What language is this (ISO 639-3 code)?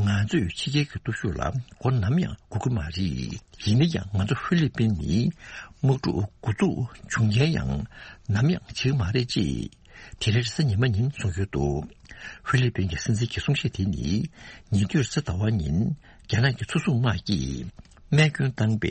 bod